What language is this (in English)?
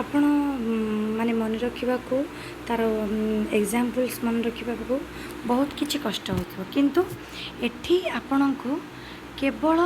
Odia